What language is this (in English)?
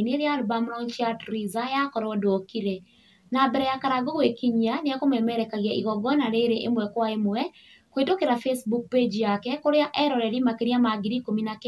Kikuyu